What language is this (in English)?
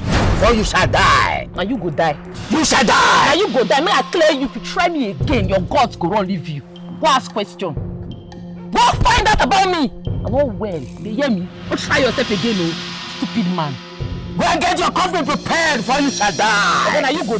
Nigerian Pidgin